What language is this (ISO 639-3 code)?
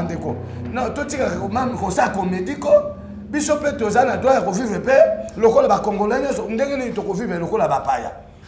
lin